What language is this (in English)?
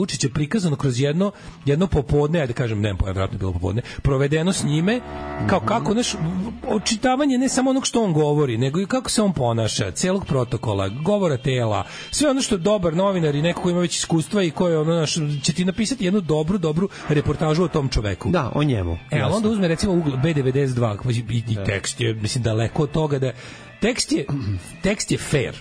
Serbian